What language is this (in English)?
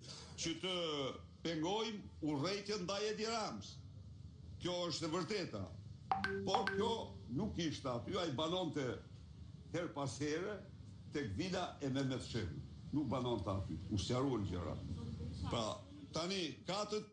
Albanian